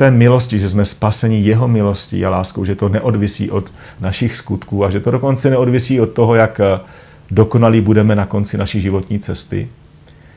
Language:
Czech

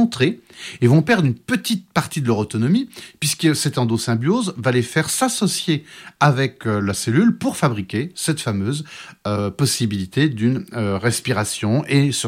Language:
French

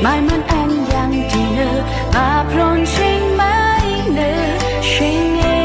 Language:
Rawang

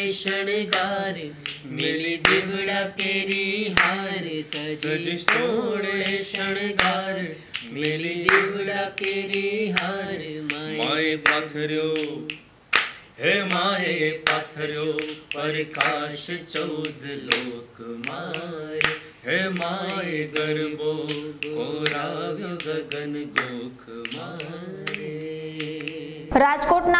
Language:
Gujarati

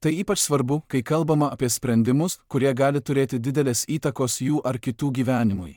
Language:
Lithuanian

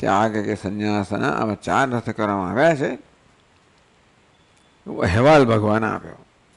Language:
Gujarati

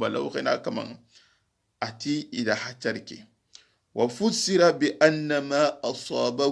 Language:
Soninke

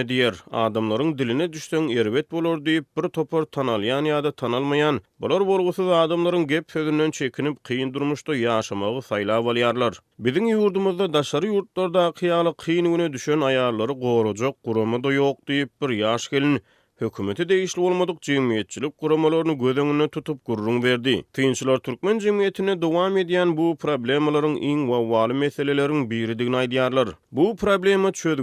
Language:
Turkmen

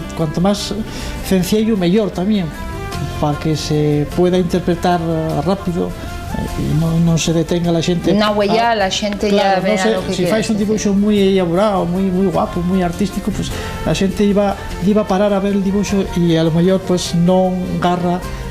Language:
Asturian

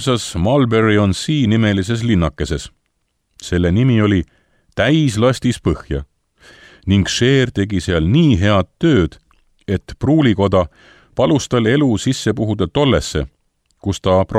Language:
Estonian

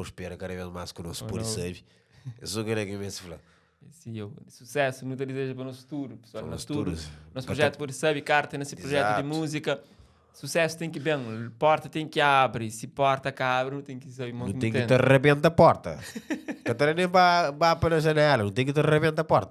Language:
Kabuverdianu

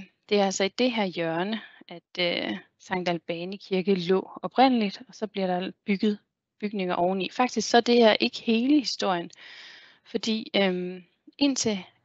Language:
Danish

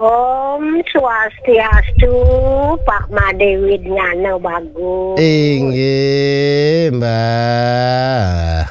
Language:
Balinese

